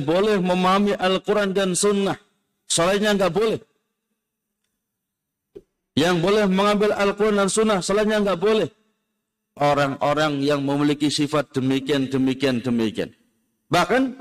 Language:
Indonesian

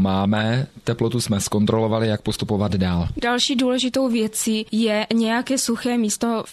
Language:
Czech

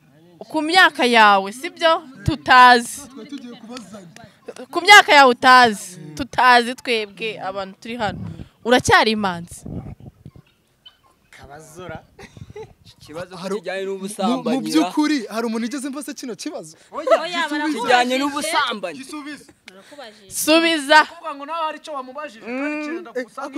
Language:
Kinyarwanda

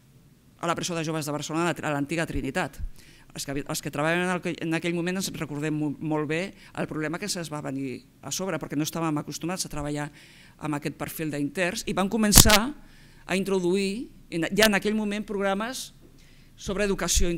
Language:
Catalan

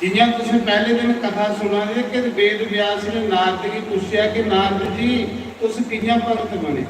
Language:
Dogri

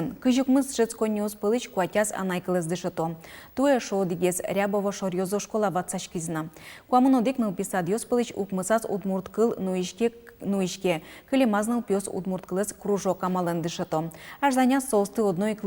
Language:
Udmurt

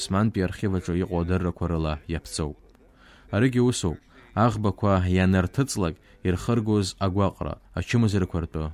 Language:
Abkhazian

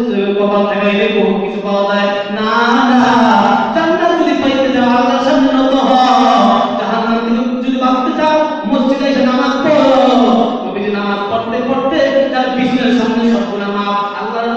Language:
Bangla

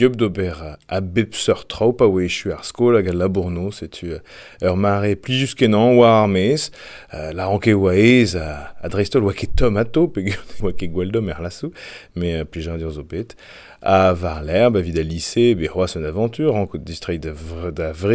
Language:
Breton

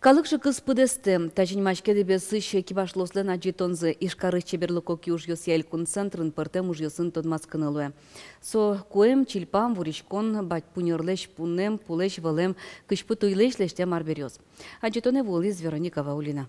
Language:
Udmurt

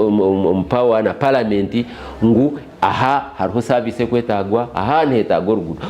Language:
Nyankole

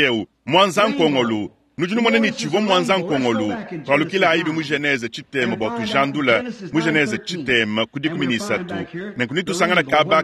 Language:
Luba-Lulua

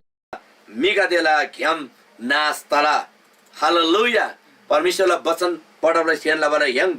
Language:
Eastern Tamang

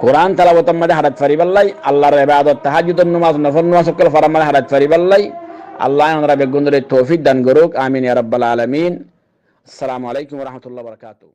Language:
Rohingya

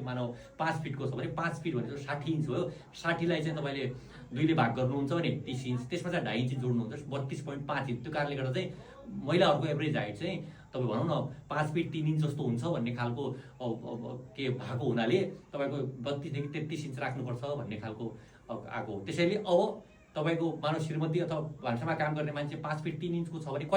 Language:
Nepali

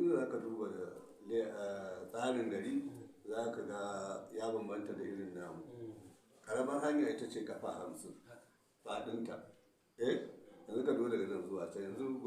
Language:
Hausa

